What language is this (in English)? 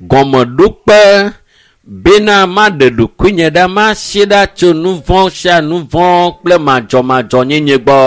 Ewe